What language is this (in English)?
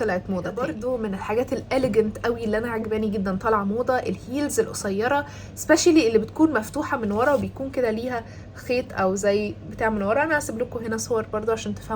Egyptian Arabic